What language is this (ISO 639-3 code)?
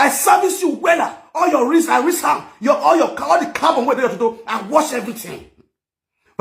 pcm